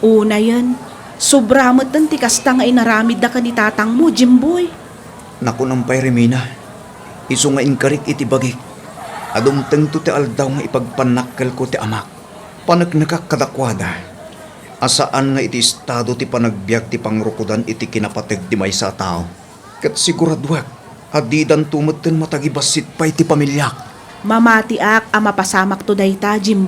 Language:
Iloko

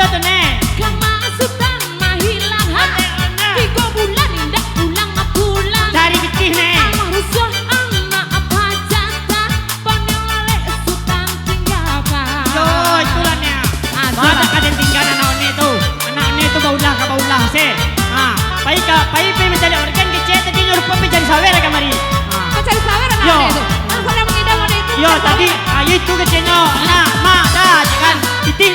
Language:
Minangkabau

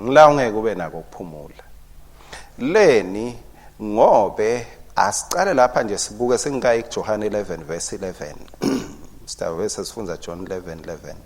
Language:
Swati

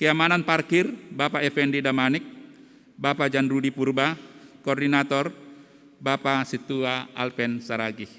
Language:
Batak Simalungun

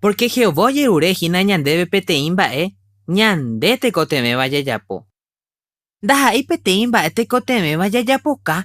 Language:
Guarani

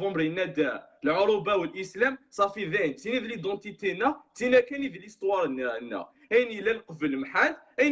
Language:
Kabyle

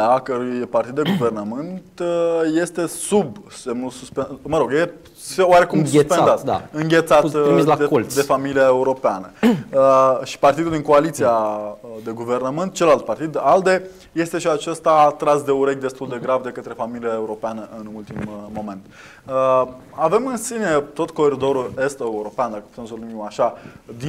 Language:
Romanian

